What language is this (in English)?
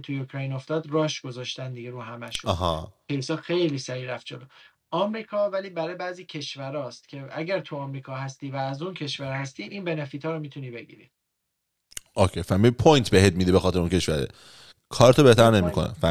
Persian